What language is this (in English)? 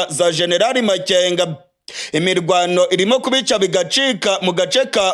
Rundi